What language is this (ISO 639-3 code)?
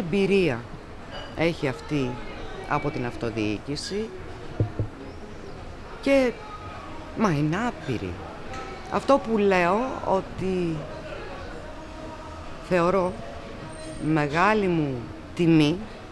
ell